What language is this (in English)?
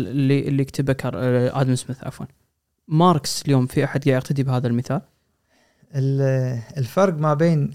Gulf Arabic